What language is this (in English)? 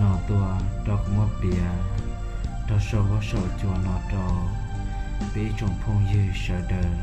Hmong